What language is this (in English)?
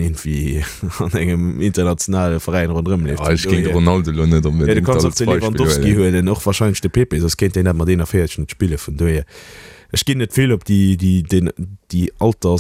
Luxembourgish